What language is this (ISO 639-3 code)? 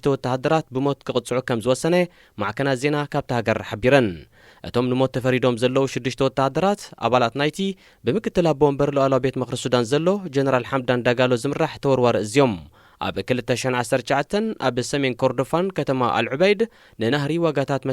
tir